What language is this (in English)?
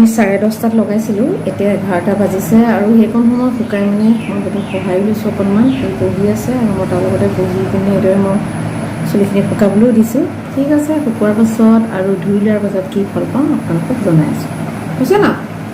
Assamese